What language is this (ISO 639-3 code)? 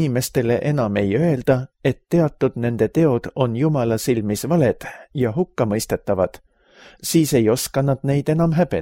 est